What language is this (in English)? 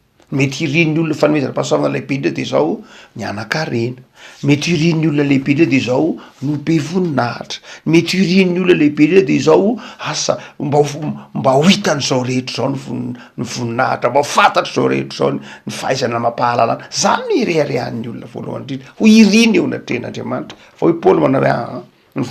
Malagasy